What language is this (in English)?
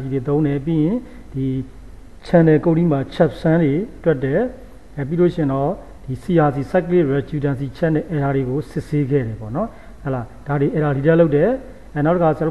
Burmese